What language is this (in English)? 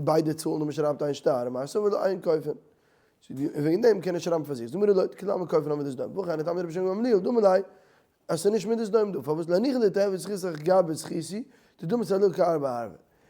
Yiddish